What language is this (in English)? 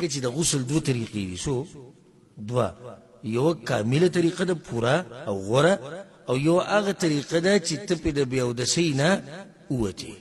Pashto